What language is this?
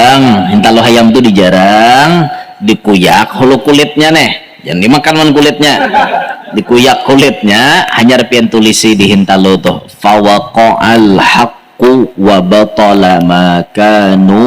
Banjar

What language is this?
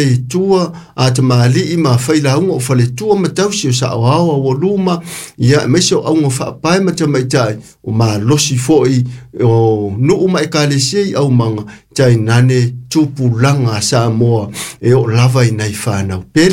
Samoan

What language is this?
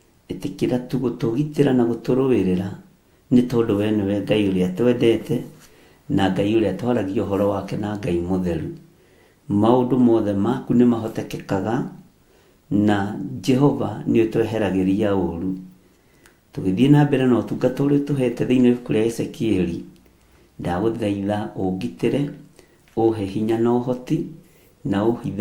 Kikuyu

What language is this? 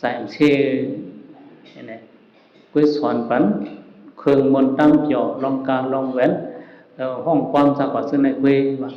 Shan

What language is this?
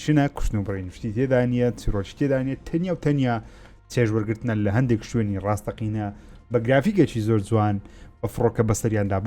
Central Kurdish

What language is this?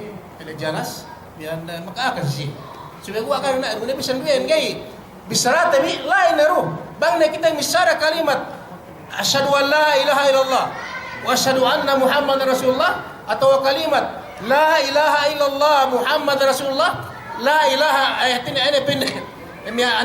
Yakan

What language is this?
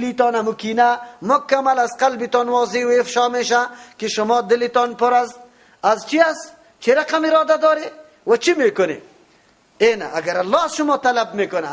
Persian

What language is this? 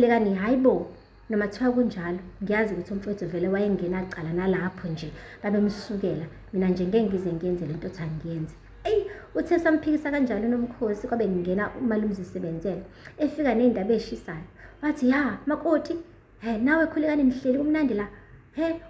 Zulu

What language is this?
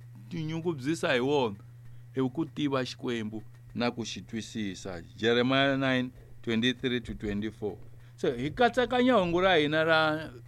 Tsonga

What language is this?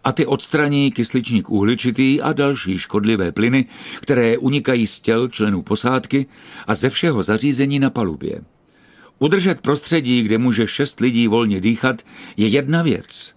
Czech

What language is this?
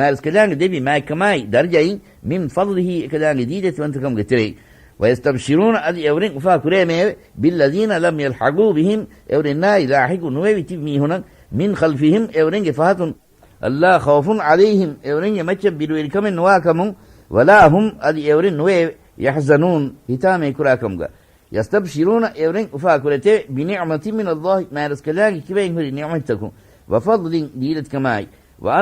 Divehi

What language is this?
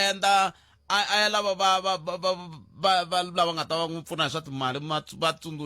Tsonga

